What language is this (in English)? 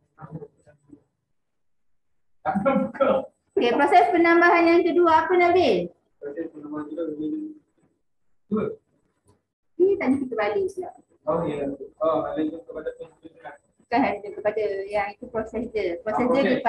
Malay